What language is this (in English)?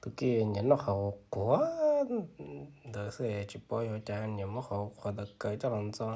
Hmong